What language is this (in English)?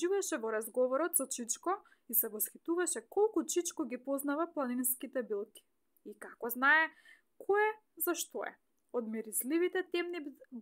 Macedonian